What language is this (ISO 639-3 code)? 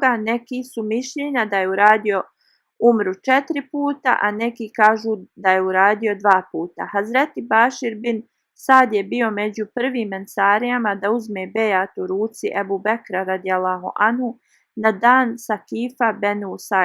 bos